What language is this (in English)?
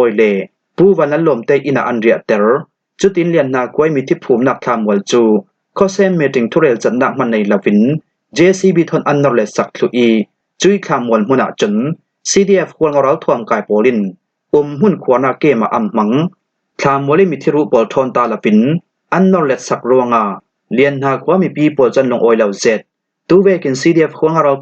Falam Chin